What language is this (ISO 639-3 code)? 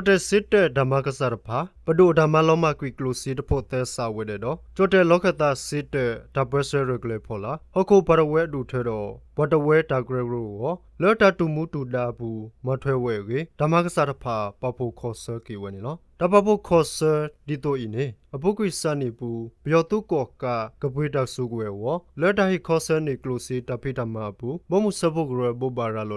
ksw